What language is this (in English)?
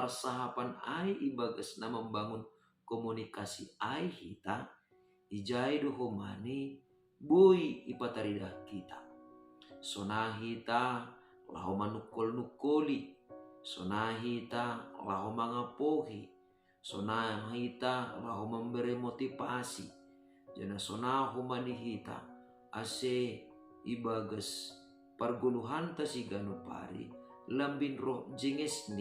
Batak Simalungun